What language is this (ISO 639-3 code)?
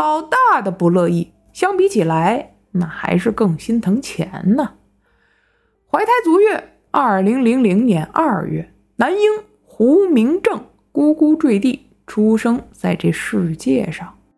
zho